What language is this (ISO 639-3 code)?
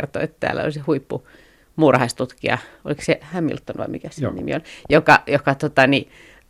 fin